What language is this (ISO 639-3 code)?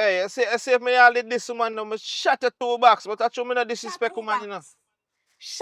jam